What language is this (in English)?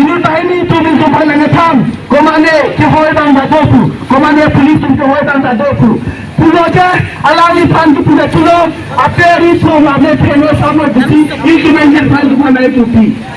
Karbi